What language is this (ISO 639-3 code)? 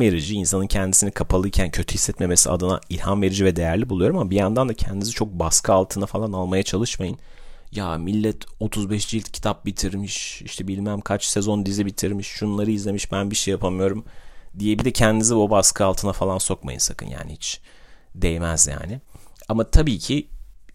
tur